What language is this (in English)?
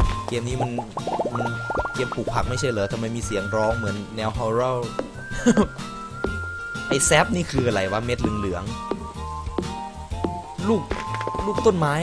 Thai